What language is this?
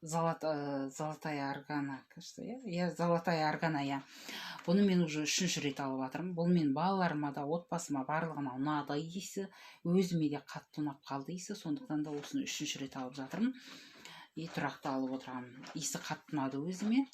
Kazakh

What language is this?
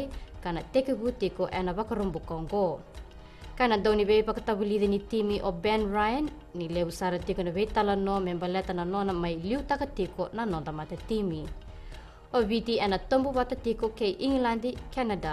Fijian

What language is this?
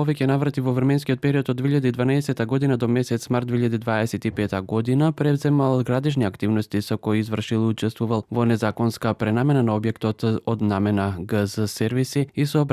Macedonian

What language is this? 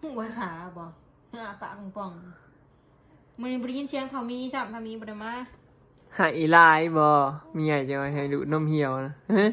Northeastern Thai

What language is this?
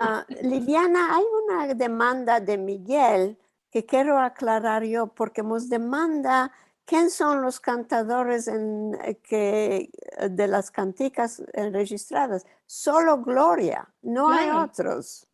Ladino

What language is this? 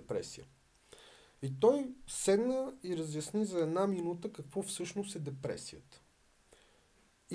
Bulgarian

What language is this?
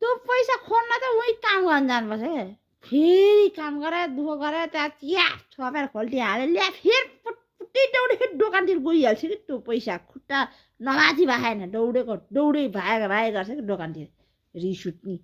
Nepali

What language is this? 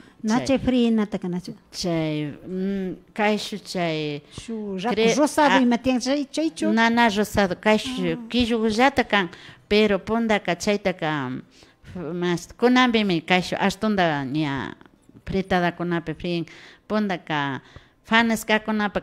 Imbabura Highland Quichua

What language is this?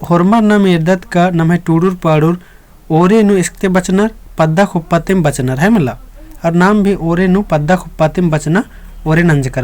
Kurukh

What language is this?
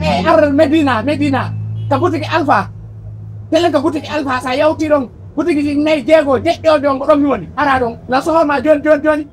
Pular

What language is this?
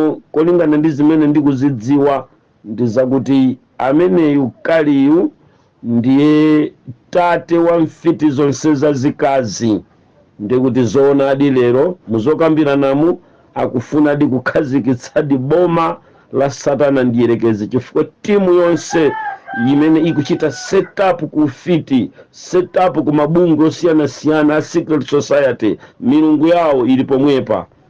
Nyanja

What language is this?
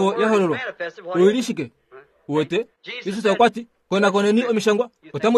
Kuanyama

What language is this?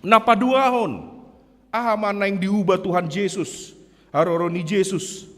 Batak Toba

